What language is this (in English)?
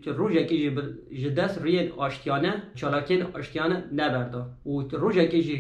Kurdish